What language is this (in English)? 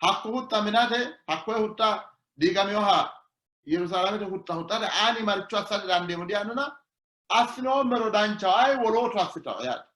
Sidamo